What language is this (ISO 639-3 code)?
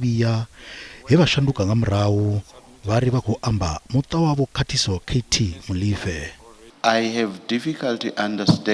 ven